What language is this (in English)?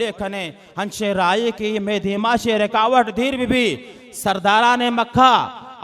Baluchi